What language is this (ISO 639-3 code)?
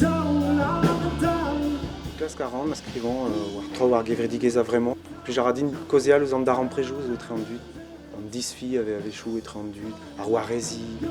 bre